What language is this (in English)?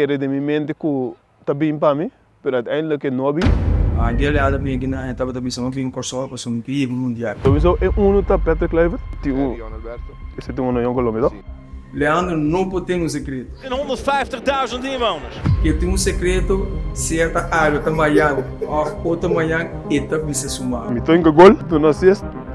Papiamento